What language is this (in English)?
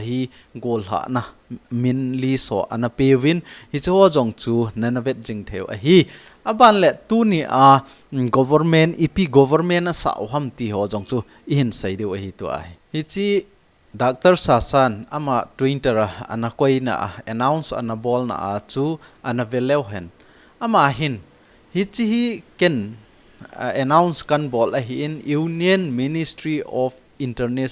Thado Chin